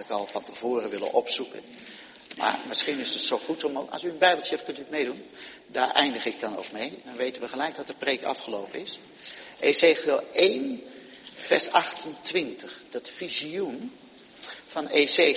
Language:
Dutch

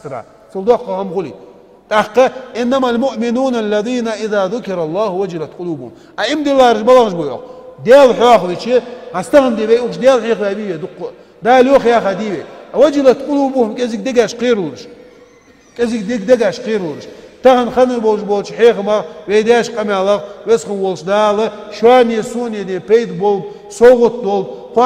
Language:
Ingush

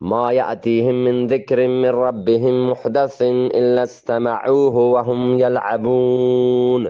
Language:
Eastern Balochi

